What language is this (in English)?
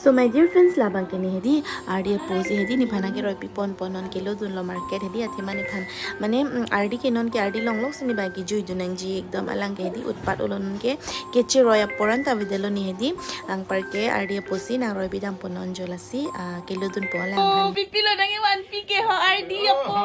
Karbi